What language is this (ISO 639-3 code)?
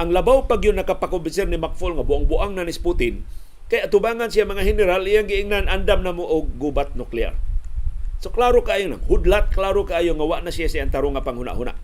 ceb